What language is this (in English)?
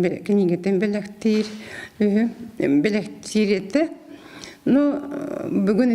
Yakut